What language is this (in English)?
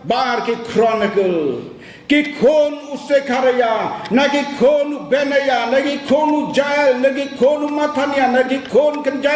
Khasi